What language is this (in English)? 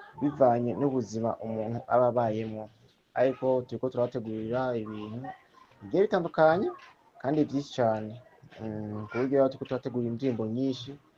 Rundi